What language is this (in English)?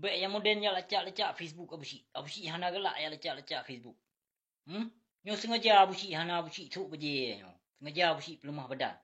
Achinese